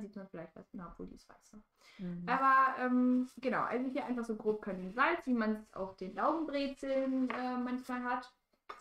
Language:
German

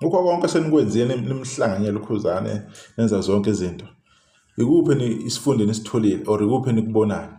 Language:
Zulu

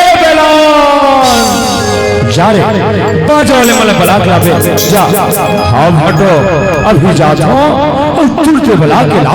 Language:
Chhattisgarhi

